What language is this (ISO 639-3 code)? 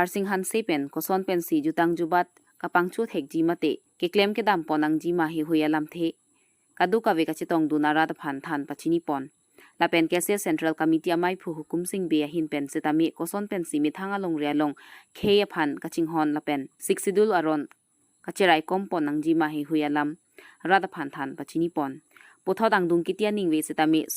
mjw